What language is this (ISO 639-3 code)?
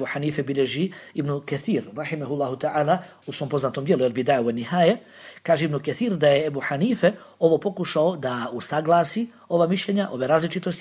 bos